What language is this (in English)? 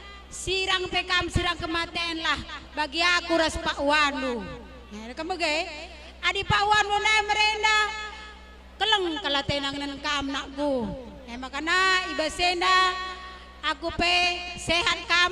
Batak Karo